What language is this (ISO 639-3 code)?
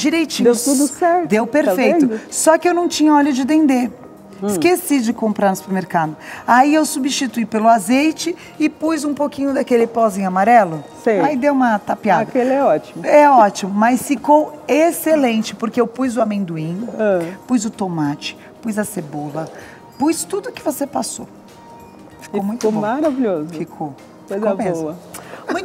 por